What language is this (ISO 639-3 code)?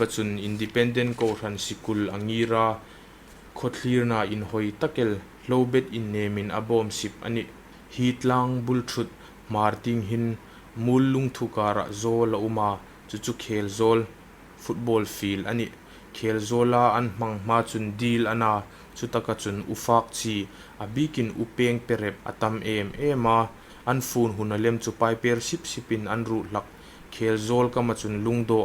hmr